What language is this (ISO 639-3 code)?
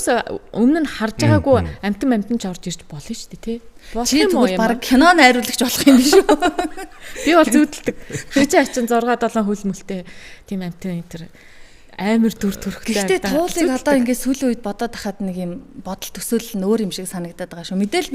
mon